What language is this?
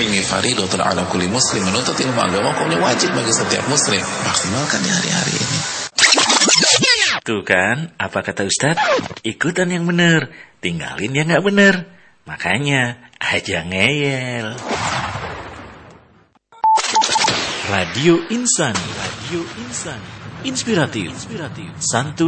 Indonesian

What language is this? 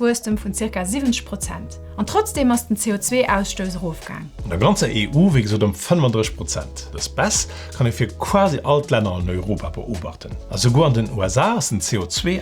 Luxembourgish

